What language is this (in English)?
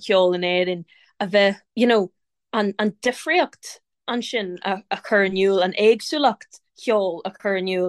Irish